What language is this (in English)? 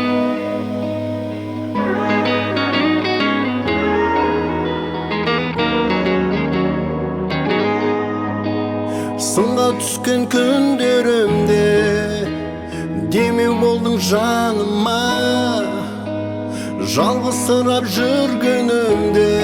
Kazakh